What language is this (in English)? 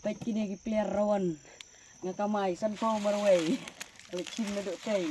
Khasi